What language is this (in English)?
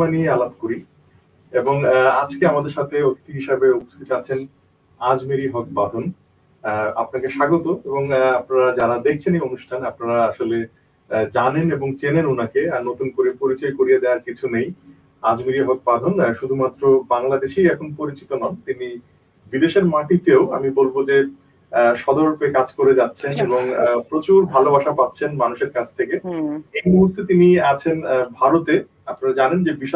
Bangla